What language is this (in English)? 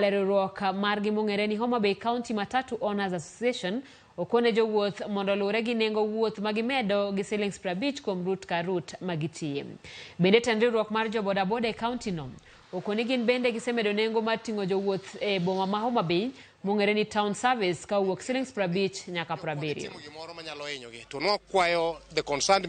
Luo (Kenya and Tanzania)